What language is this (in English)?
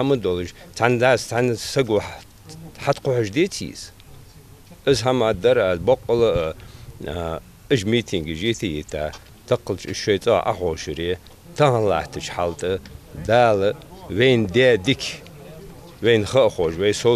Ingush